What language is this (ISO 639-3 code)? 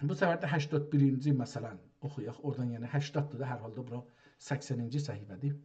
azb